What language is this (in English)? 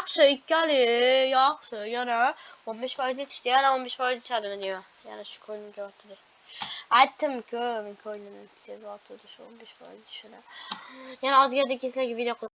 Uzbek